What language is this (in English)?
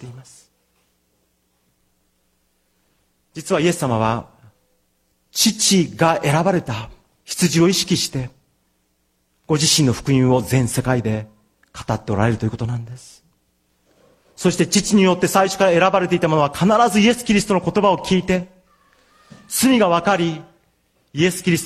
Japanese